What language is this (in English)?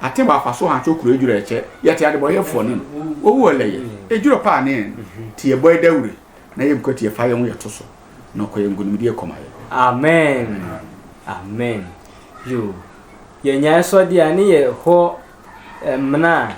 Sehwi